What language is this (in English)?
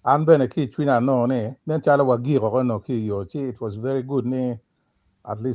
Acoli